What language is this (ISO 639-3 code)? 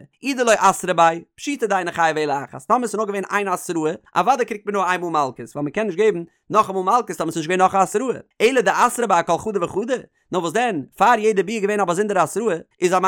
yid